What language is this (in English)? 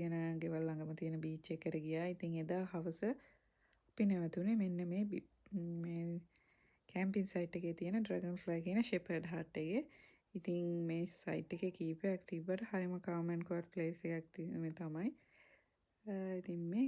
Sinhala